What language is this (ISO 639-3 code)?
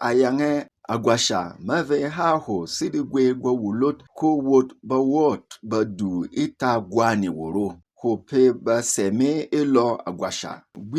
bom